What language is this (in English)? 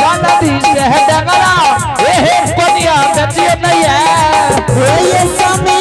Angika